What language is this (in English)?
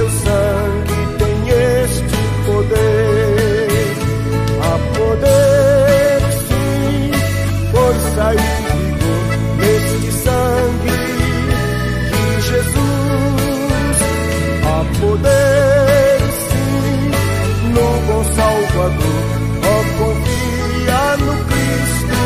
Portuguese